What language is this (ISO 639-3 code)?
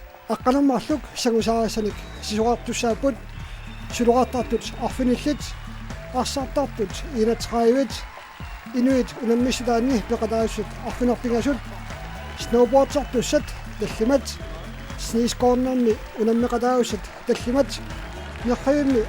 kal